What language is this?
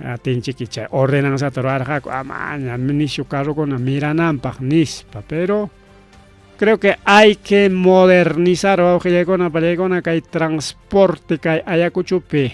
Ayacucho Quechua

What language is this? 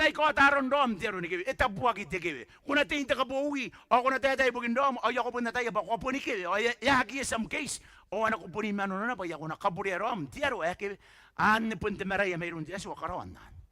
Gilbertese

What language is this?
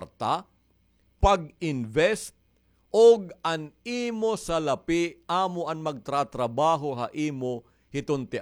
Waray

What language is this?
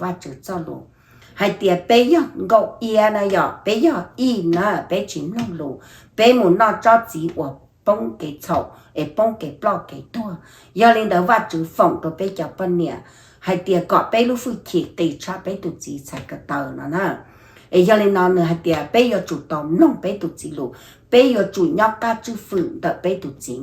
Hmong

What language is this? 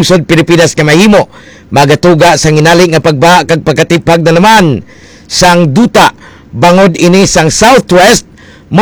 Hiligaynon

